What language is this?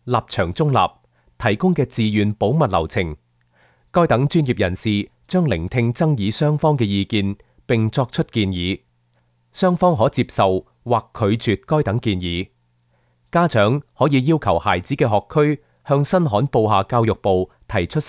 Cantonese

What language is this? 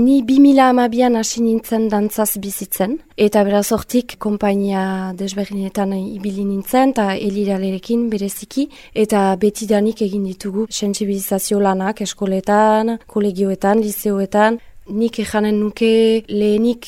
Basque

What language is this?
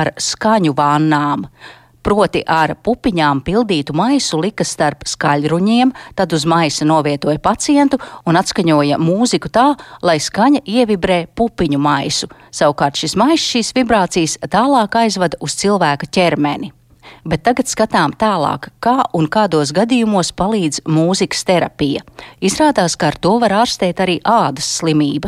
Latvian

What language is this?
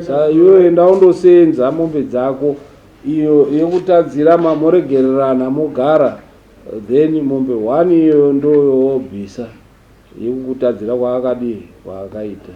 Shona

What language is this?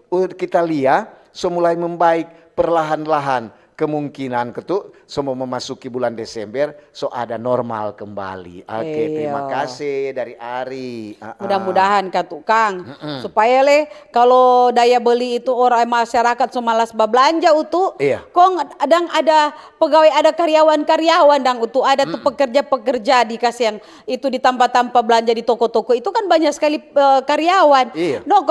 Manado Malay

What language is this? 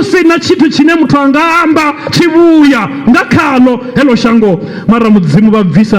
Venda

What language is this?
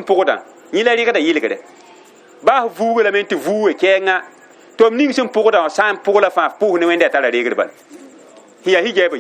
Mossi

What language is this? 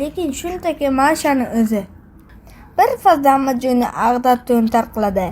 Uzbek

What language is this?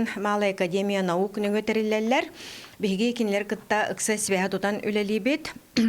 Yakut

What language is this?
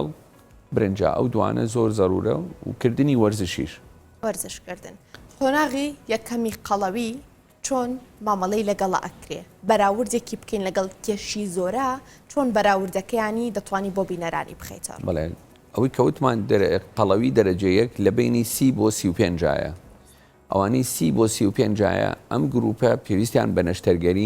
Central Kurdish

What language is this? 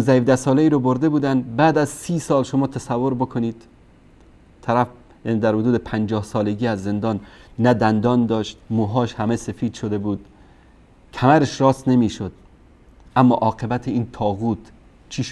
Persian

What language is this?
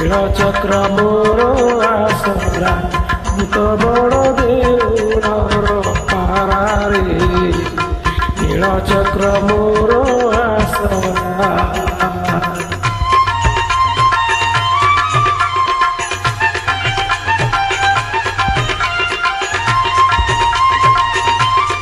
Odia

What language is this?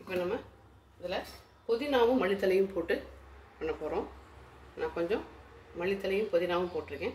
Tamil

